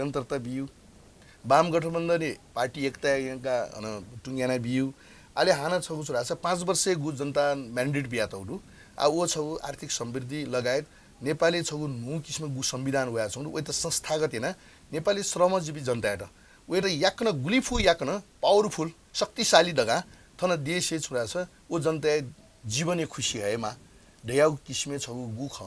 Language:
Newari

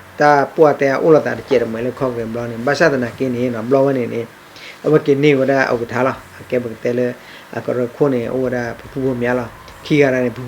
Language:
S'gaw Karen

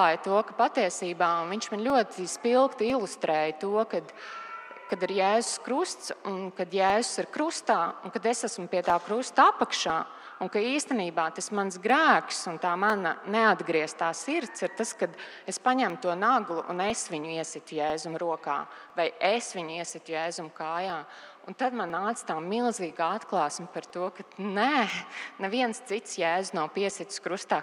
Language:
Latvian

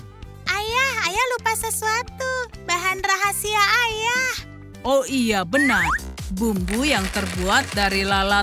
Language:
Indonesian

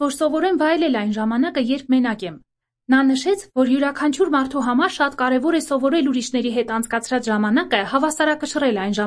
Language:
Armenian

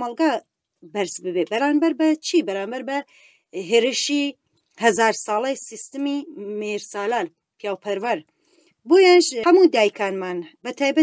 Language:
Central Kurdish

